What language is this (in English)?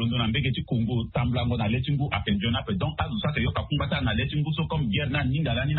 Sango